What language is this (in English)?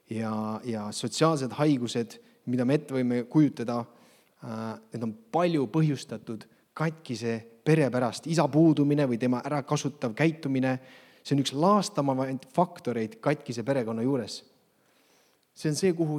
Estonian